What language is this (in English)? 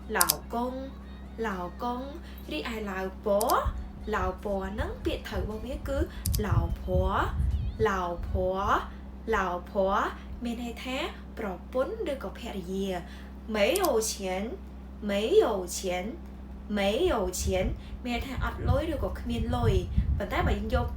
Khmer